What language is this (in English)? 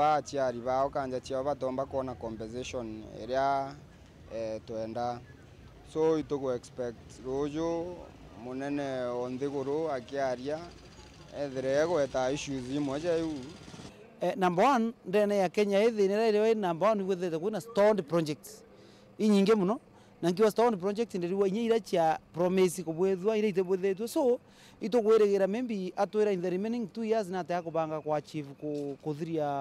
Meru